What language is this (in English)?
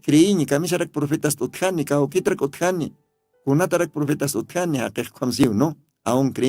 Aymara